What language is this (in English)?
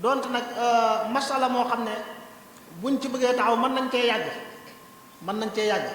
Wolof